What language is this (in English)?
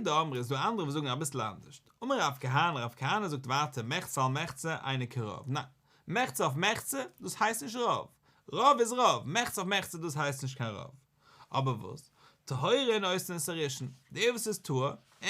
Yiddish